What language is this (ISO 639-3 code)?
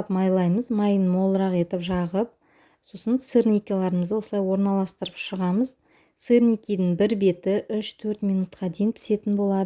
kaz